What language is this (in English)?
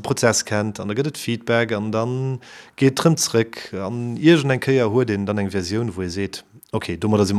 Luxembourgish